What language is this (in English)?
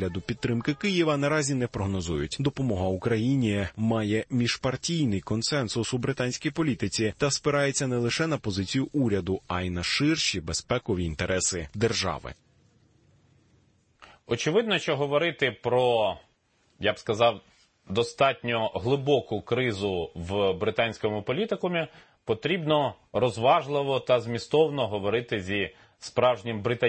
Ukrainian